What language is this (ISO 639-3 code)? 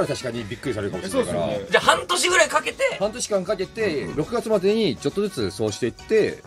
jpn